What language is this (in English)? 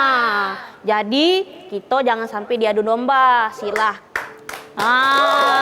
Musi